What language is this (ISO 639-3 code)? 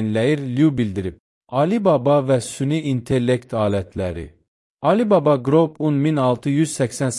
aze